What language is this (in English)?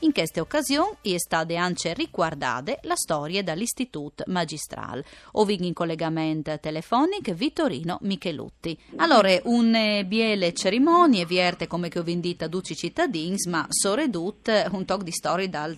Friulian